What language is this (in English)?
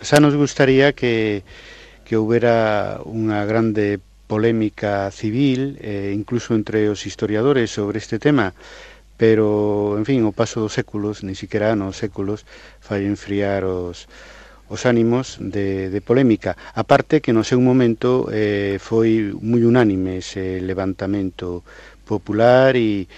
Galician